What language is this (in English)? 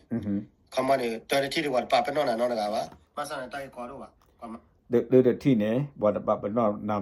S'gaw Karen